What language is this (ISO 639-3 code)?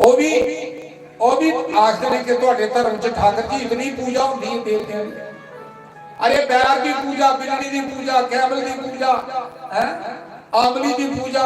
doi